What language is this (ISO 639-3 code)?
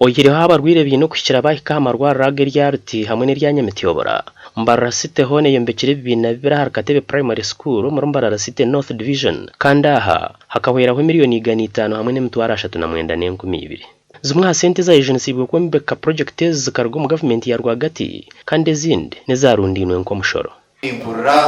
nyn